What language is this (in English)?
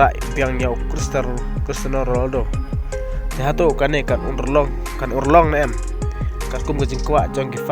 Khasi